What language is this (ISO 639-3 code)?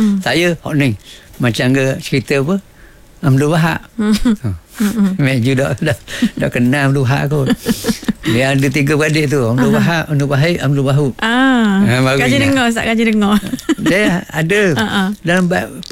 msa